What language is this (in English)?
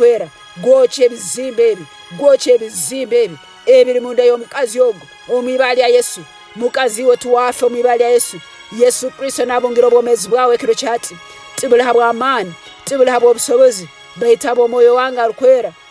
Tooro